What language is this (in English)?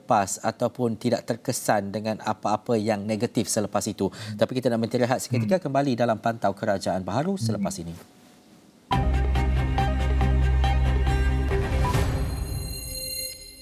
Malay